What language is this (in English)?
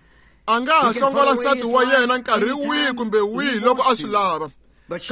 Tsonga